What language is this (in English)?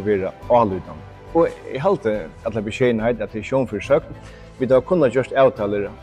Faroese